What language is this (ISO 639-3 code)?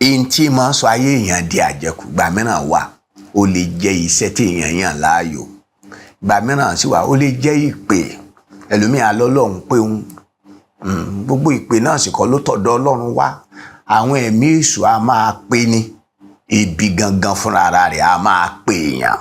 yor